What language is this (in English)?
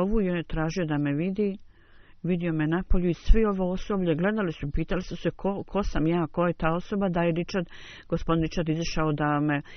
Bosnian